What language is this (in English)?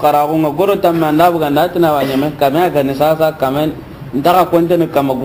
Soninke